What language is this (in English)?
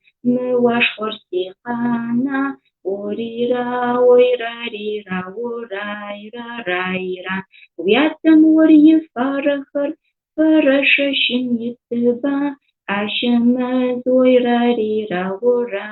Adyghe